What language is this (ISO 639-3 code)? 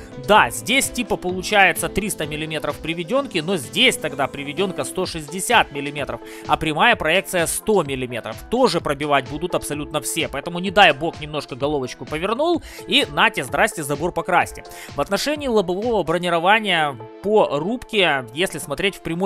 rus